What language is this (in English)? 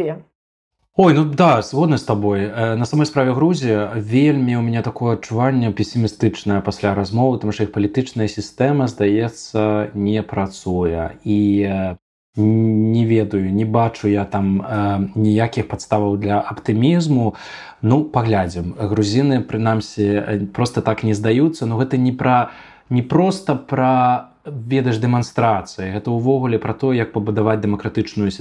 Belarusian